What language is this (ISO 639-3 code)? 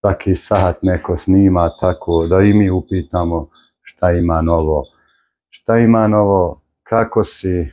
bos